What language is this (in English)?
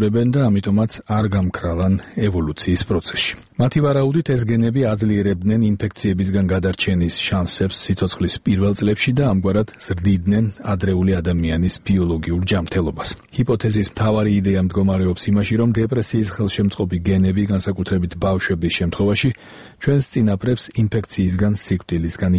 Georgian